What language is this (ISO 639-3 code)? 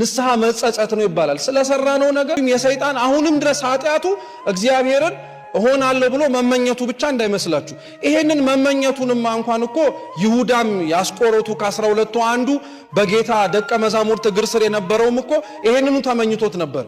amh